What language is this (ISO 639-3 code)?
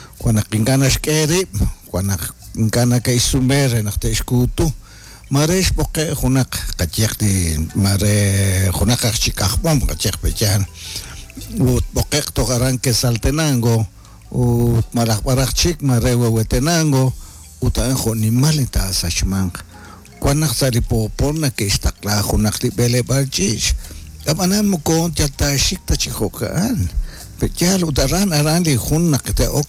kek